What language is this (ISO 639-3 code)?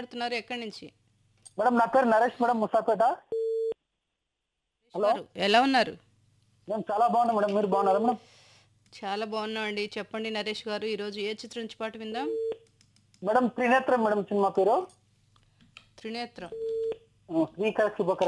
tel